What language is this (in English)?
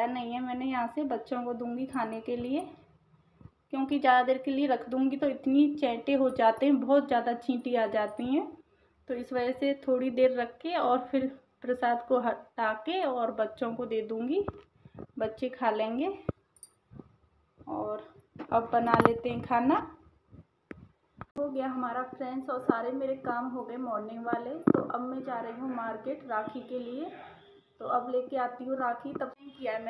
Hindi